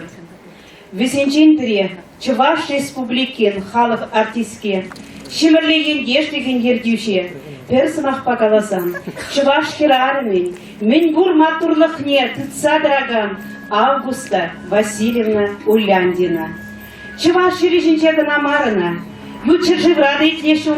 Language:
Chuvash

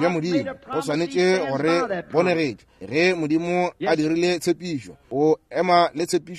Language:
Northern Sotho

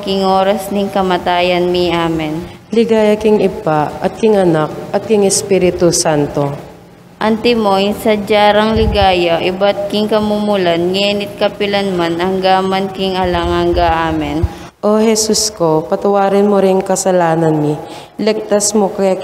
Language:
Pampanga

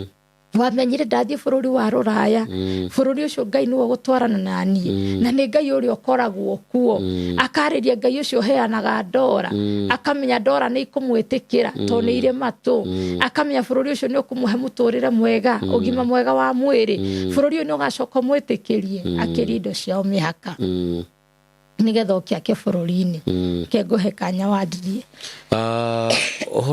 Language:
Kikuyu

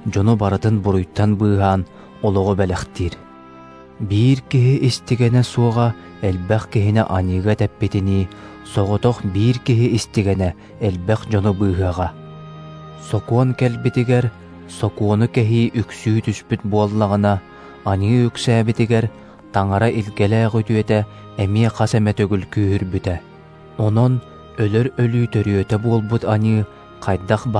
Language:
Yakut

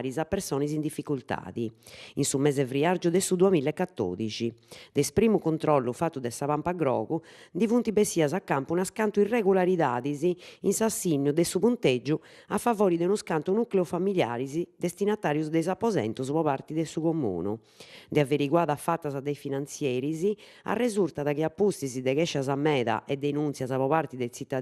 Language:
Sardinian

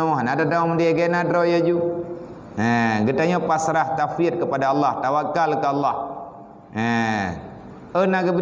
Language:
Achinese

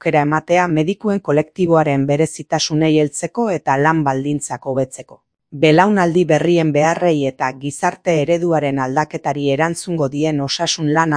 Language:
Basque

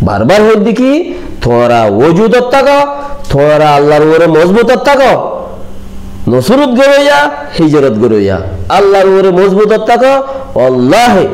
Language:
Rohingya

